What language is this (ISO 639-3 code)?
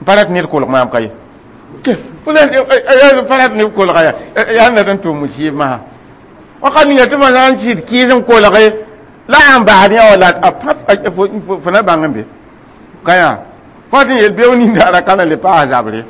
mos